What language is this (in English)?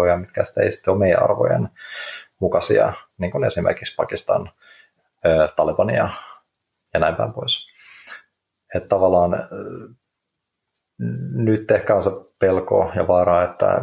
Finnish